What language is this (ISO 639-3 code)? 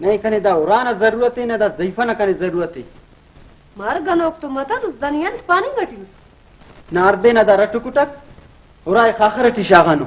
brh